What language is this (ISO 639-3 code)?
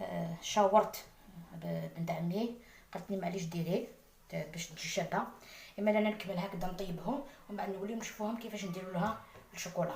arq